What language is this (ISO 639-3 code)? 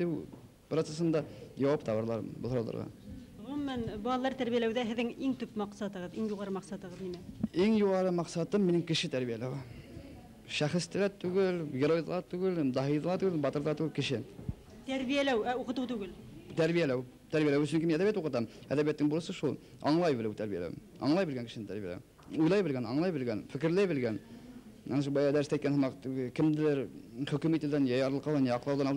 bak